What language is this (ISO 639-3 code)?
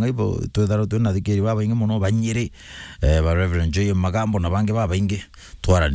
mer